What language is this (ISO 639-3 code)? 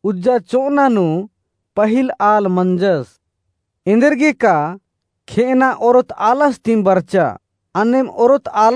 kru